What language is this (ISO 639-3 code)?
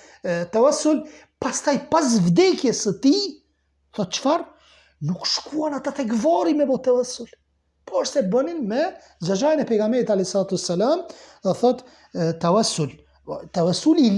sqi